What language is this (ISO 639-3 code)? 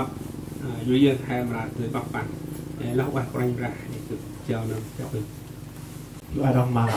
cmo